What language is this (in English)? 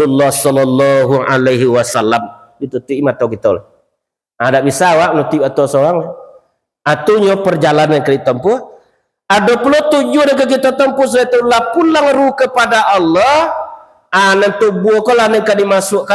Minangkabau